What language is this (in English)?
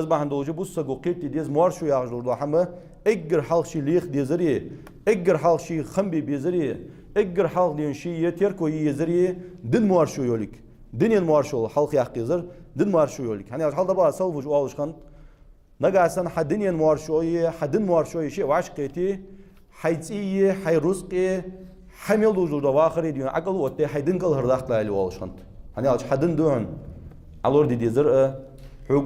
Ingush